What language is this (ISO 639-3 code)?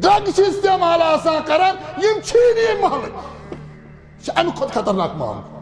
kas